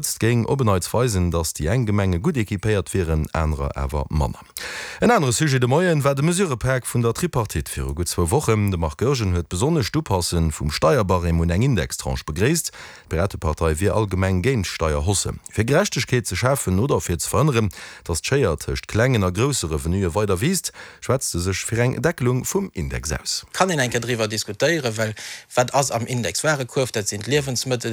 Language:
Luxembourgish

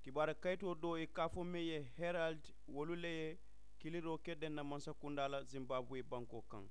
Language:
Mandingo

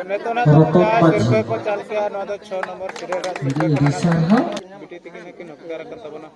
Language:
Santali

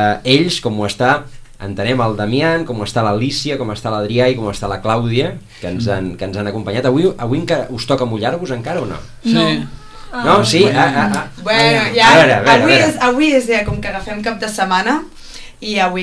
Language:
Catalan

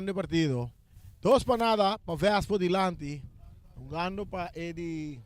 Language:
Papiamento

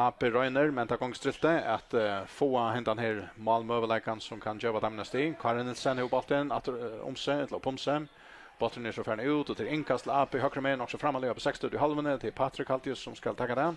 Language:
Faroese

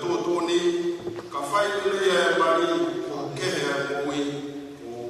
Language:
Tongan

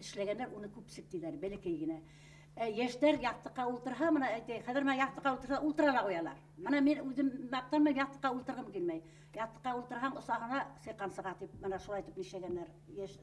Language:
Bashkir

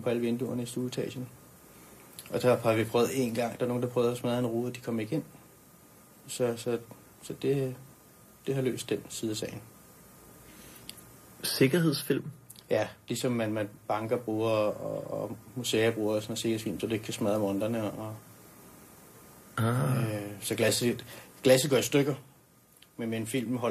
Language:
Danish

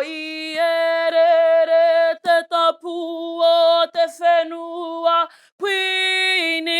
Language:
Māori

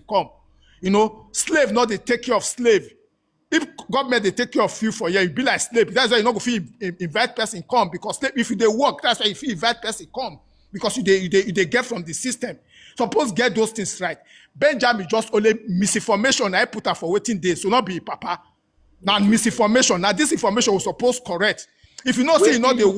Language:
Nigerian Pidgin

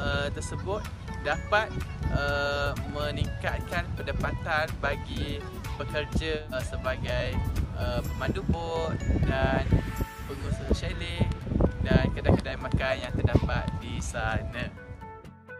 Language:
Malay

